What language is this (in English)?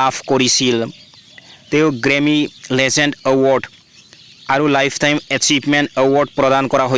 Assamese